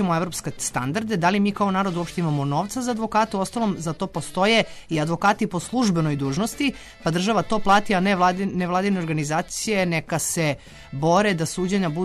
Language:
Serbian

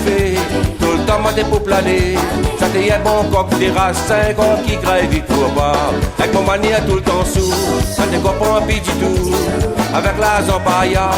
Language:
Réunion Creole French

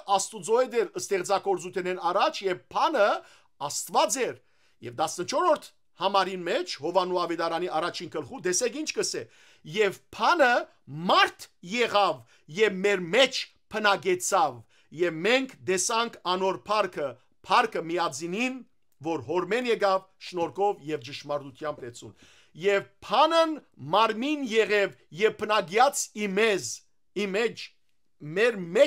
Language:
Western Armenian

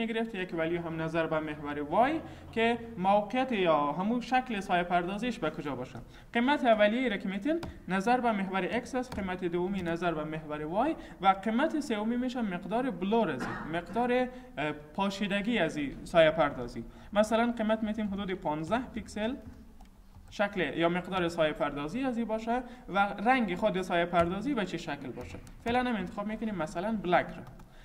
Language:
Persian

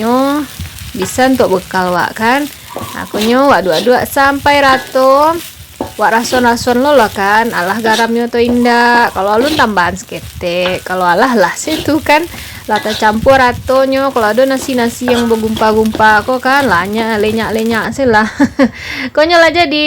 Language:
Minangkabau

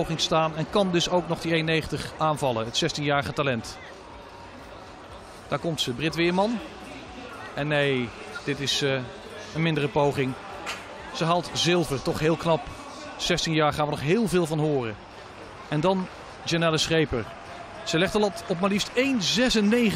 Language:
Dutch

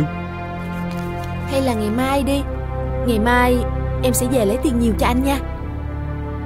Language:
Vietnamese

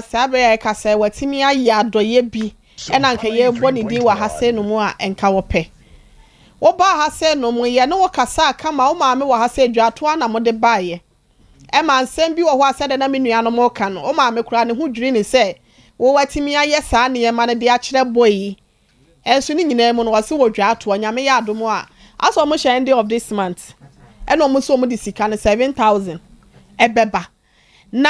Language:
Akan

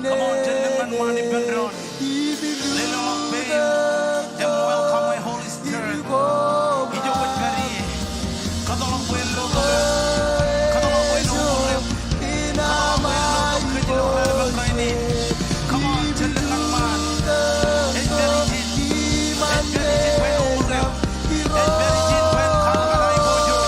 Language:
Marshallese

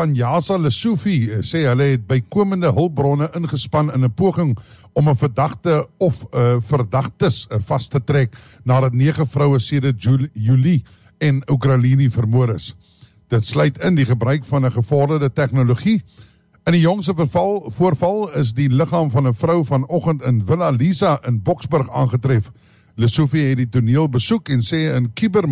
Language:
Afrikaans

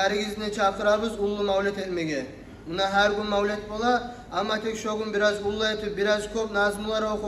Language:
Kumyk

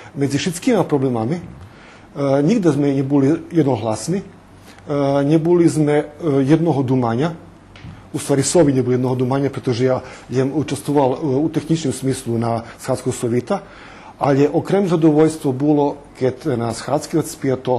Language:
Rusyn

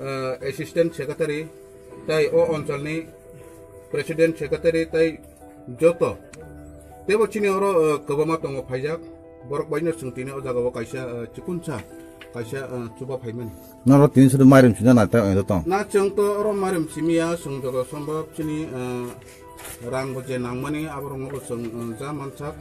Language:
Kok Borok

